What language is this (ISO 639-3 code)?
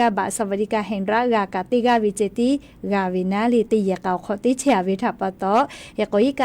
lhu